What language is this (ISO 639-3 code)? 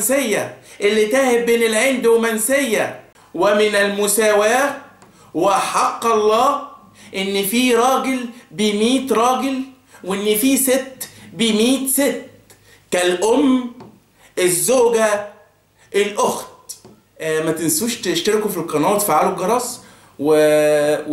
arz